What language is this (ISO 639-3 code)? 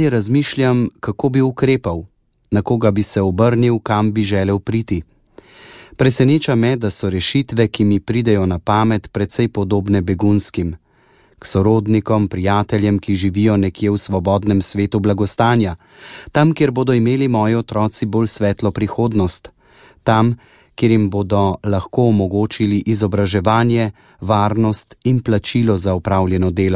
slv